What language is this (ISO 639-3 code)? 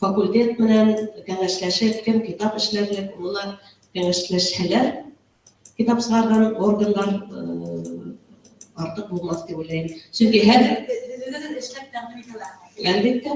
bak